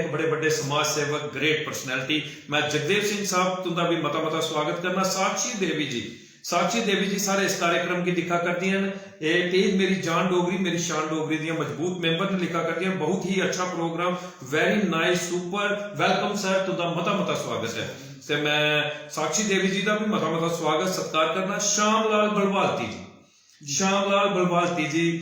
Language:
Dogri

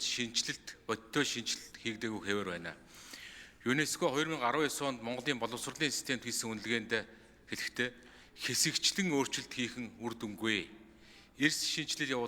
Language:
Mongolian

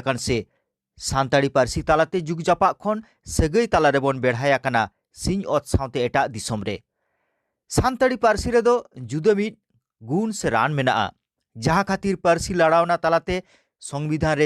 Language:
Santali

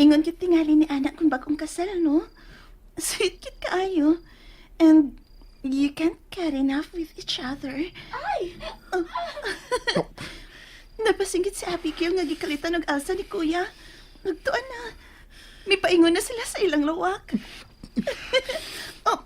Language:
Cebuano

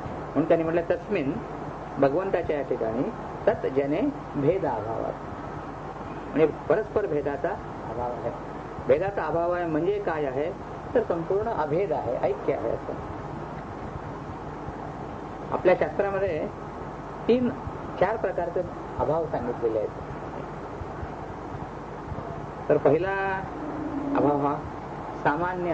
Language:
Marathi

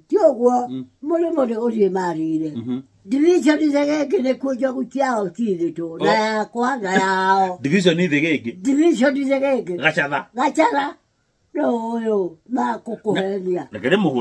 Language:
Kikuyu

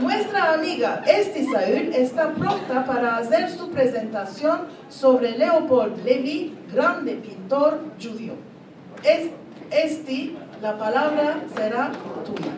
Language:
Ladino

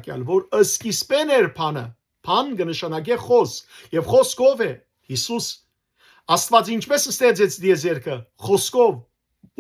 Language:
Western Armenian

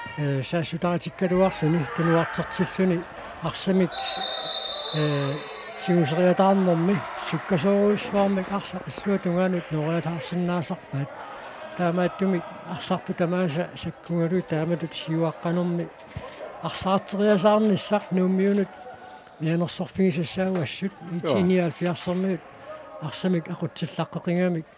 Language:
Kalaallisut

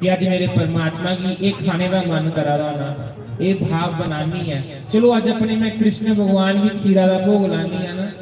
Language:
Dogri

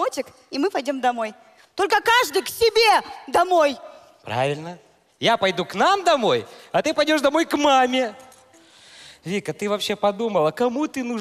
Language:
Russian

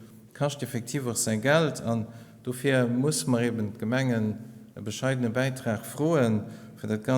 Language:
Luxembourgish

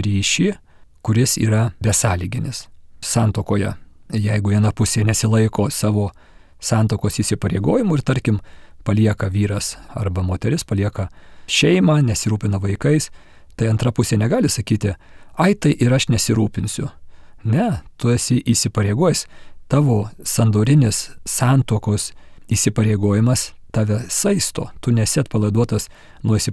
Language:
Lithuanian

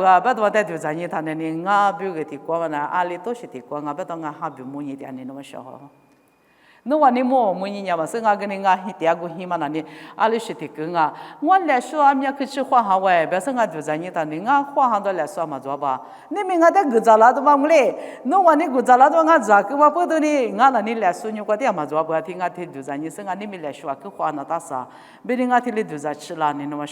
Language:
Lisu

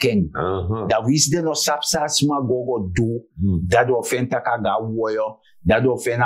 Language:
Sranan Tongo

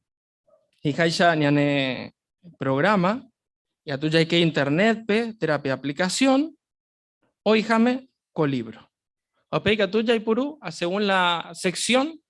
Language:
Guarani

